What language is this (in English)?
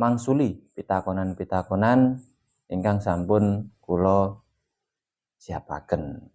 Javanese